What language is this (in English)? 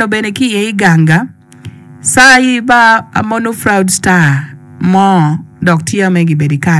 Acoli